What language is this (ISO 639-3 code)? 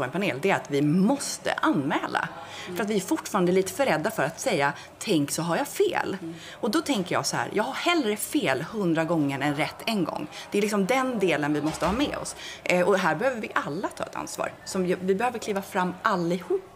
swe